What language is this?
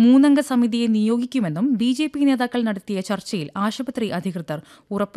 Malayalam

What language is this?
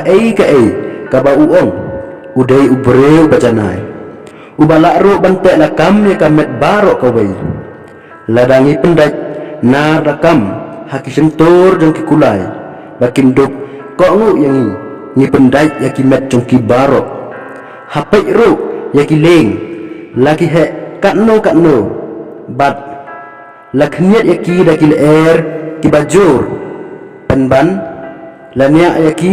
Khasi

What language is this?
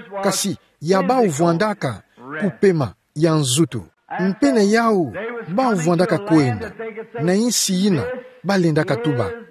Kituba (Democratic Republic of Congo)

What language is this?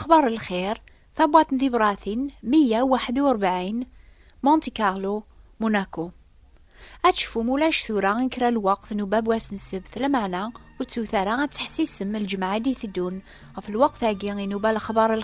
Kabyle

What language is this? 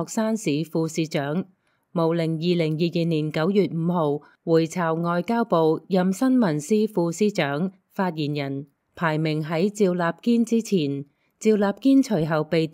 Cantonese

